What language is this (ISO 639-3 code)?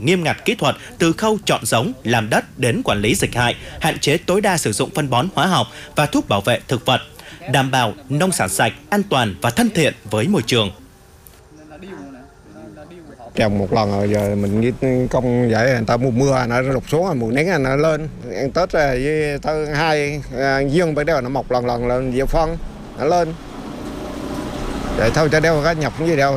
vie